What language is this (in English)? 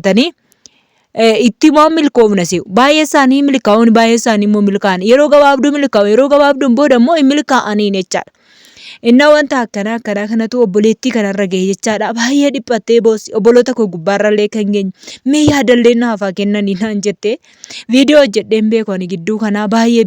Oromo